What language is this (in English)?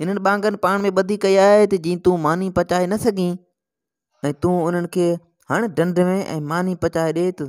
Sindhi